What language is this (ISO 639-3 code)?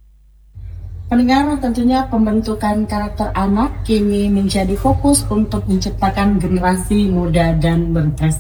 ind